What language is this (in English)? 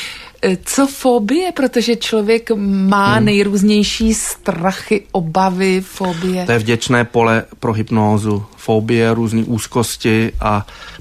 Czech